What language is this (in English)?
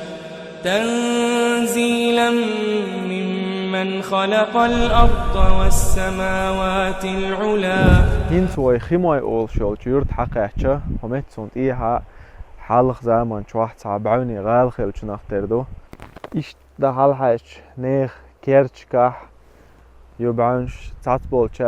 Chechen